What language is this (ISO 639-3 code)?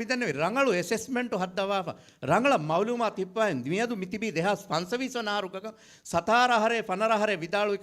div